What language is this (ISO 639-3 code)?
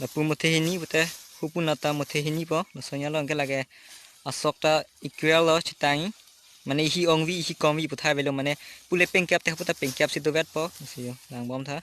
mjw